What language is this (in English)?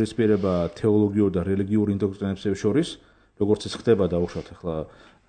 Georgian